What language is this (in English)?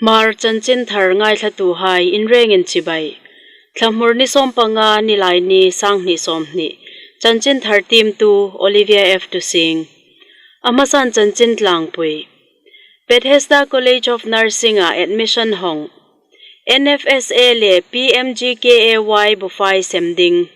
Hmar